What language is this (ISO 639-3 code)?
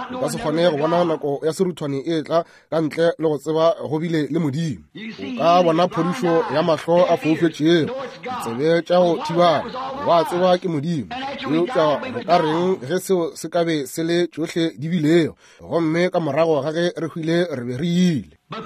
nso